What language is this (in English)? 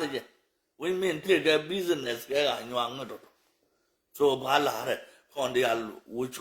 Nuer